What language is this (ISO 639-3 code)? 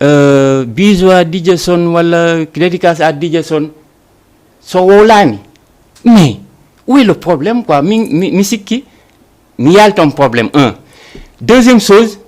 ful